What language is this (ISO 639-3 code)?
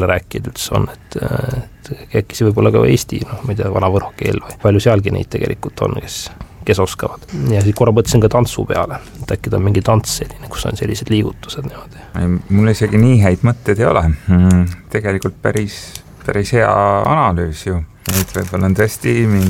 est